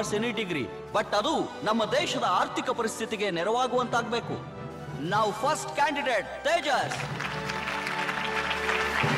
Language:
Kannada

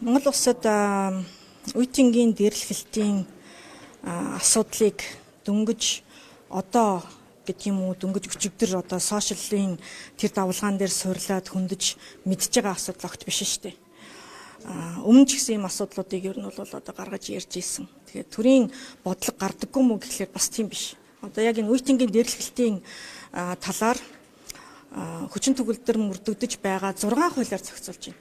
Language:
Mongolian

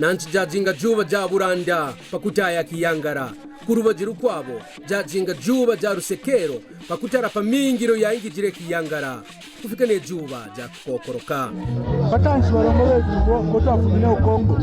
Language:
Kaonde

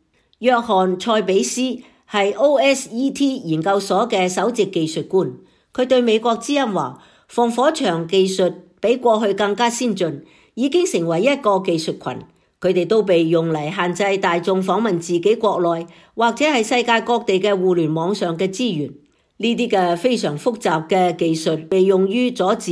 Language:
Cantonese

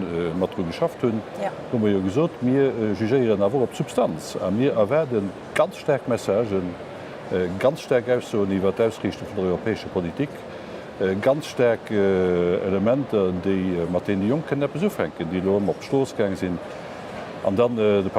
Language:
Luxembourgish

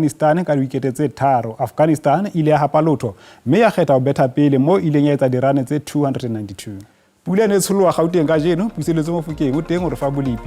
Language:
Southern Sotho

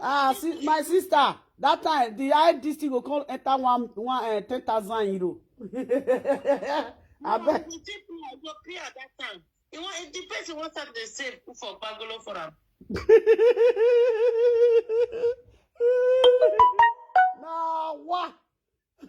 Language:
Nigerian Pidgin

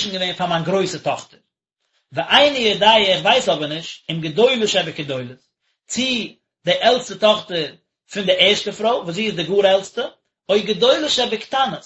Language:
Yiddish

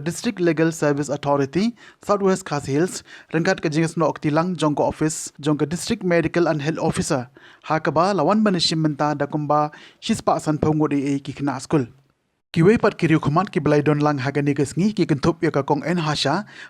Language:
Khasi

